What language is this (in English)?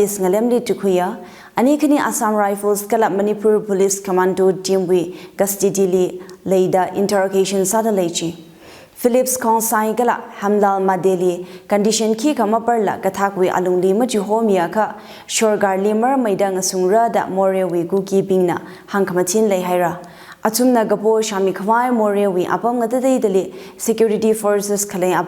Tangkhul Naga (India)